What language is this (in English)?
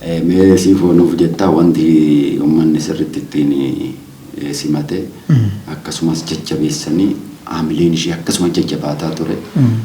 Oromo